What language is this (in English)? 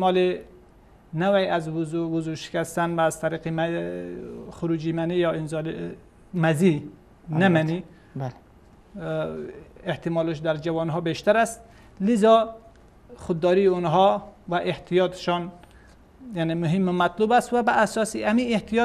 Persian